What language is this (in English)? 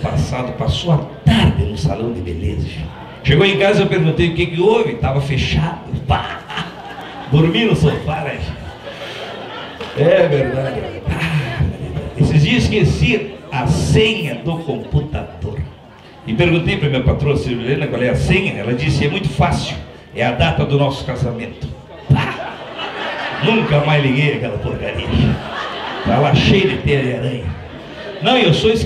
Portuguese